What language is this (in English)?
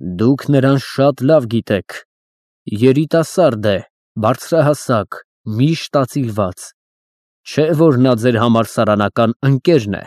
Armenian